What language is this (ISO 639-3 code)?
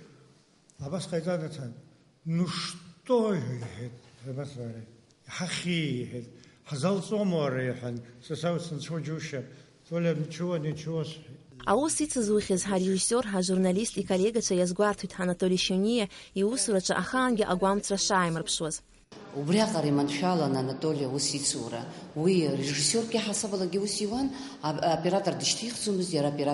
abk